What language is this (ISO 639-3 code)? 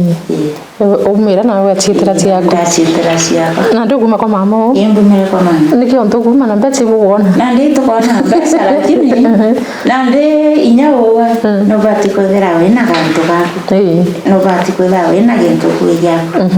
mer